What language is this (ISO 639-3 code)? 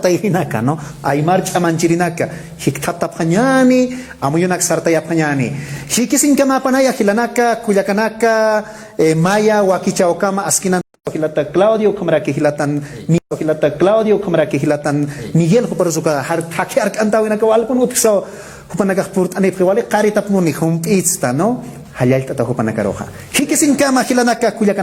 aym